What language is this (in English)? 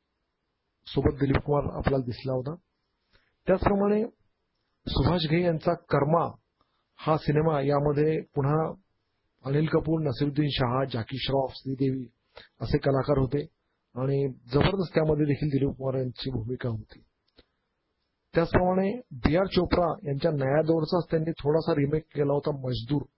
Marathi